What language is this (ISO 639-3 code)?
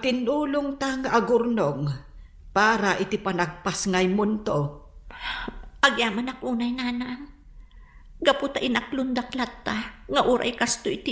ilo